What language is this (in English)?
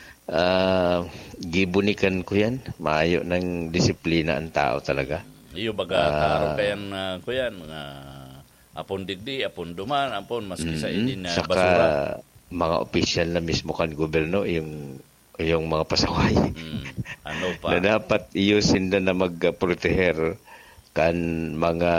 Bikol